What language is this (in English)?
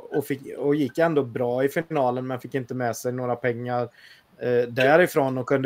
Swedish